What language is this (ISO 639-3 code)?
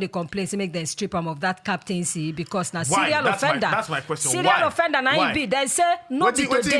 pcm